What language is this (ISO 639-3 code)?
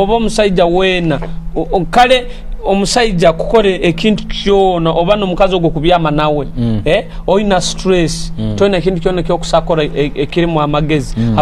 nyo